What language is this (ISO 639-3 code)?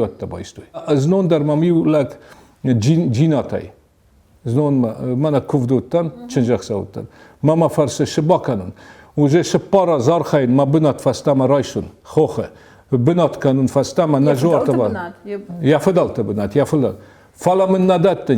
oss